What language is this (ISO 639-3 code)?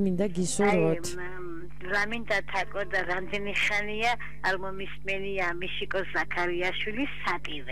kat